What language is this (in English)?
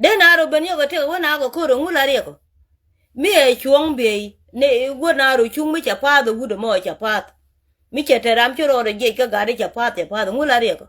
Nuer